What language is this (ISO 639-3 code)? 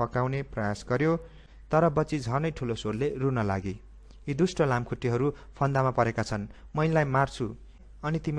nep